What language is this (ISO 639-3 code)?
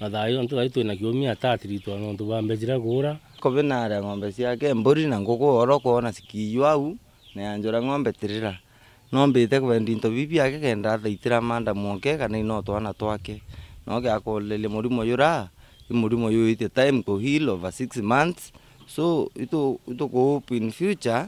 mer